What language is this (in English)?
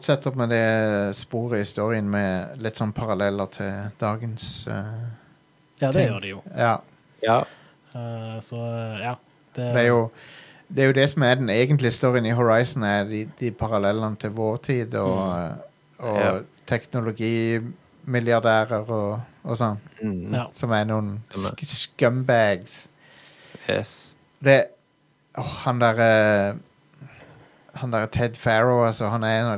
Norwegian